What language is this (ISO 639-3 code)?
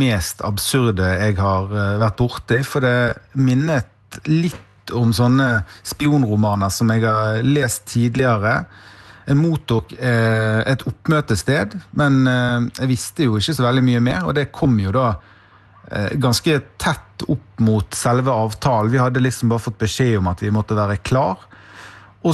nor